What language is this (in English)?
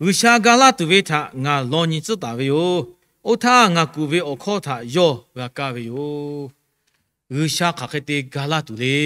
Lahu